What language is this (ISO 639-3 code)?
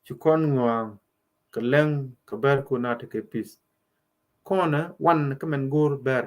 nus